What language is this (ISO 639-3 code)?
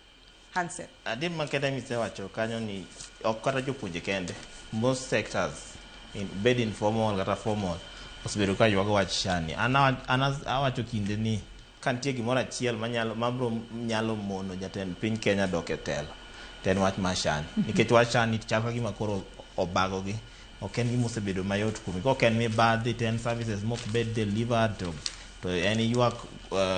luo